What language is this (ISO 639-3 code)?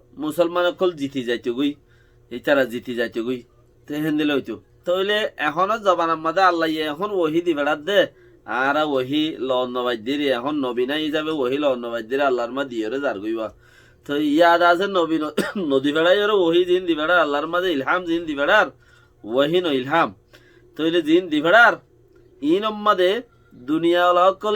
rhg